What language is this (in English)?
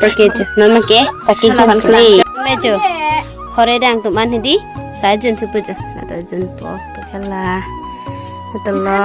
Karbi